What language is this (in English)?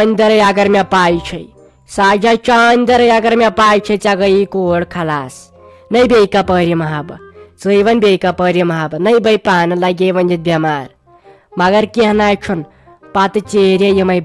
Kashmiri